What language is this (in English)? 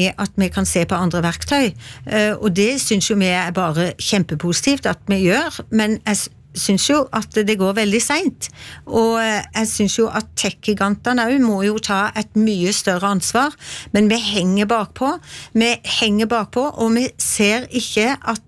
Norwegian